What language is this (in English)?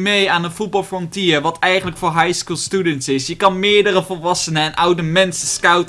Dutch